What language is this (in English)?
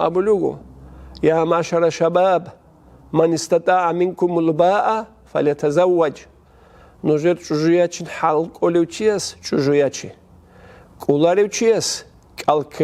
Avaric